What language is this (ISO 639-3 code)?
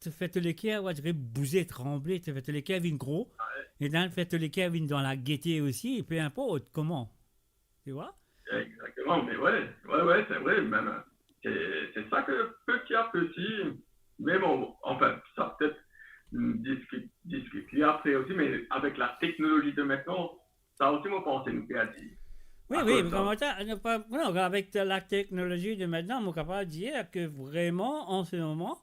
mfe